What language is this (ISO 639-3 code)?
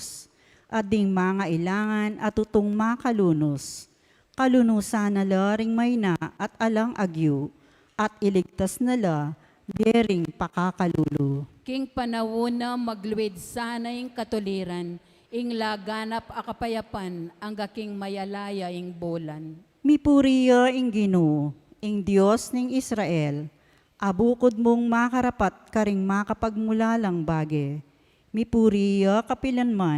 pam